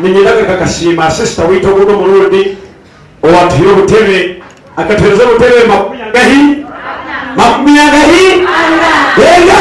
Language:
Nyankole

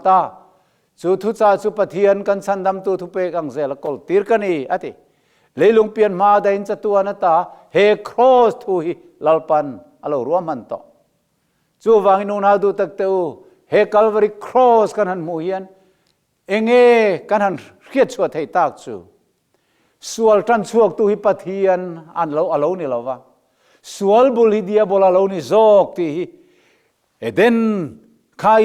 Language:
Mizo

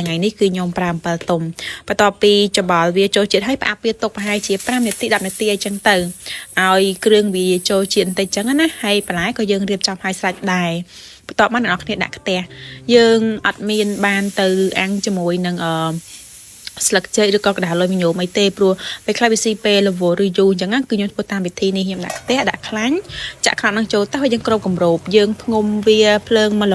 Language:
Khmer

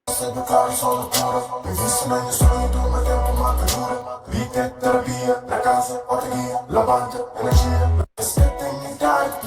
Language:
Kabuverdianu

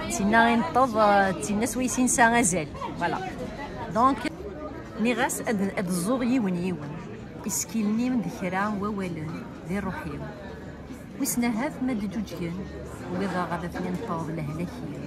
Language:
Kabyle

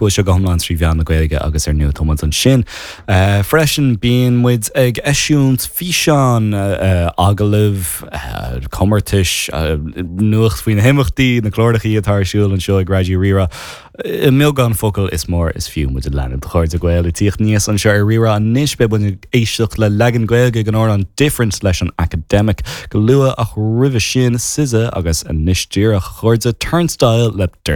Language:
Irish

